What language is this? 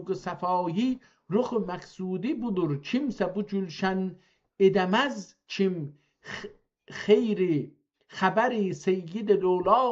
South Azerbaijani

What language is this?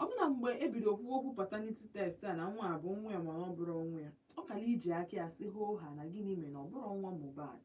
Igbo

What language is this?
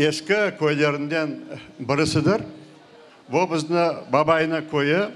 Crimean Tatar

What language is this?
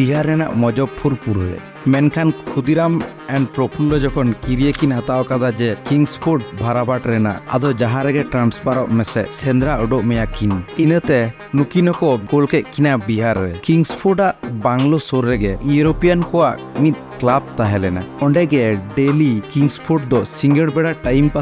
Santali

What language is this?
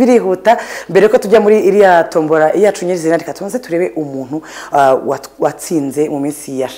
Kinyarwanda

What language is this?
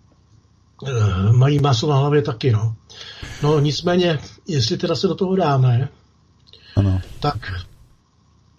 Czech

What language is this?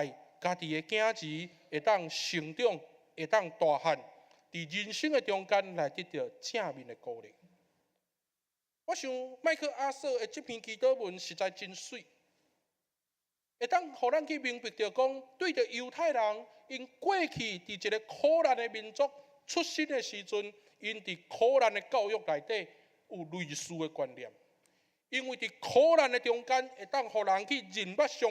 Min Nan Chinese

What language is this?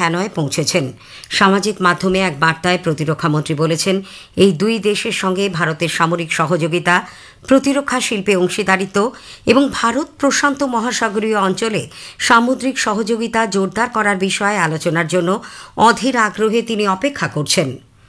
Bangla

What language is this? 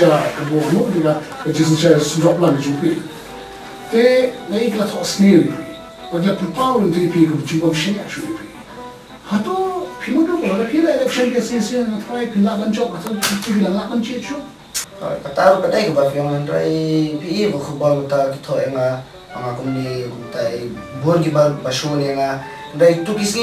Khasi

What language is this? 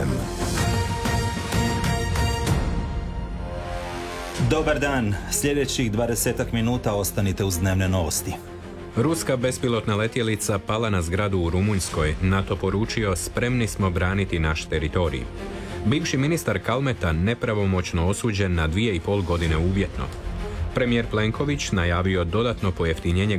Croatian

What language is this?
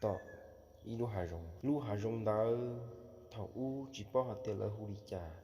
Hmong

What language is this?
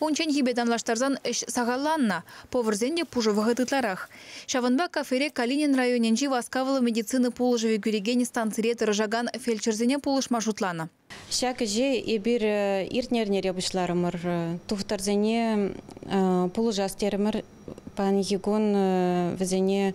Chuvash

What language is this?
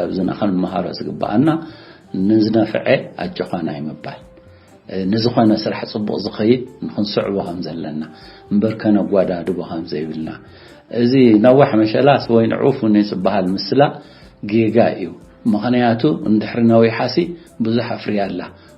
Tigrinya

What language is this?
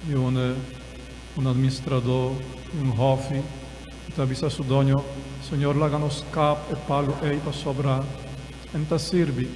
Papiamento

